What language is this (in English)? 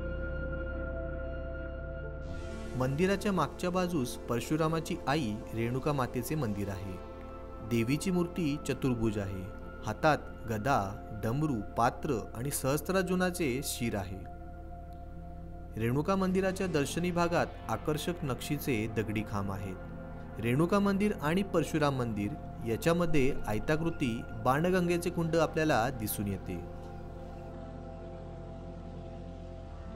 Marathi